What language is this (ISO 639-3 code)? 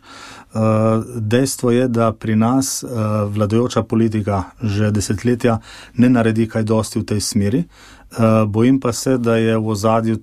slv